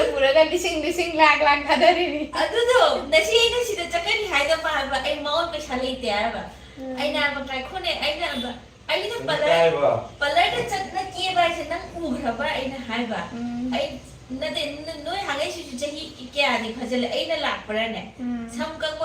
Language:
Manipuri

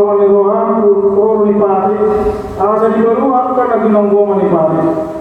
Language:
Batak Toba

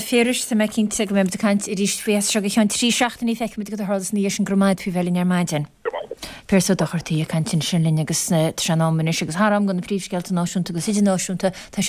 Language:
Irish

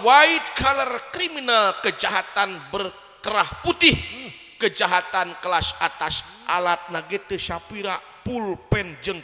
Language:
Sundanese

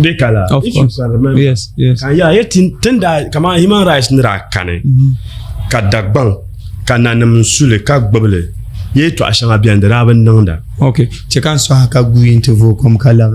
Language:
Dagbani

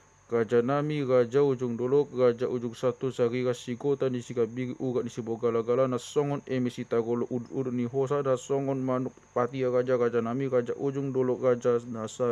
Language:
Batak Toba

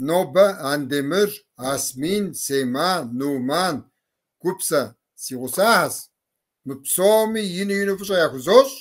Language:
Kabardian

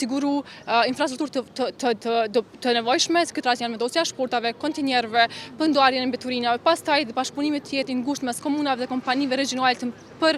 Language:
Albanian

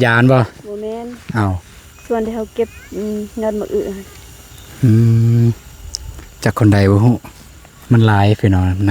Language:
Lao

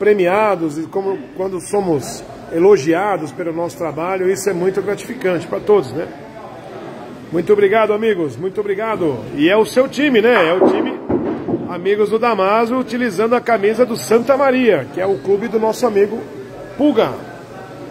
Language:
Portuguese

